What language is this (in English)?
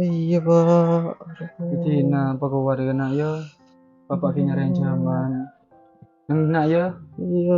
Madurese